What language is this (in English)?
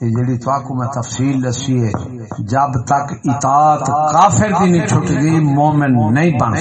Saraiki